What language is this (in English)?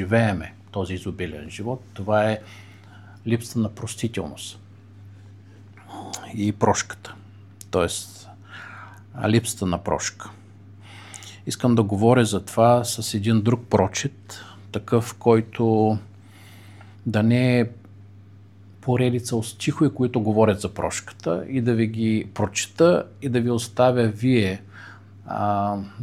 Bulgarian